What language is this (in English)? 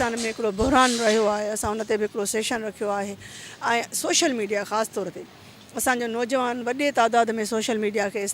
Sindhi